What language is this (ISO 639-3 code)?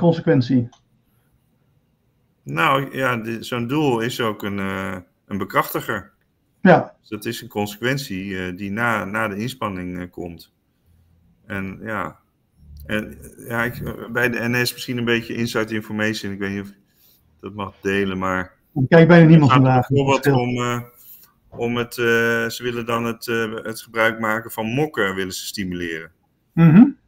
nld